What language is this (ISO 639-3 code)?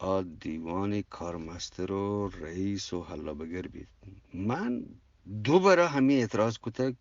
bgp